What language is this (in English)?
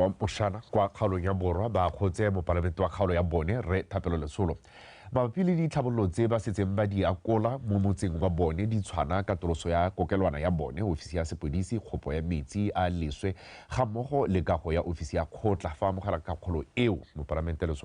Tswana